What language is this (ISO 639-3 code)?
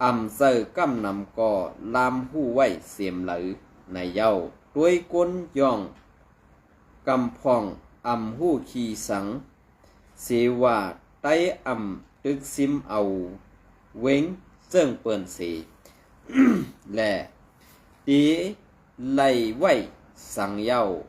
shn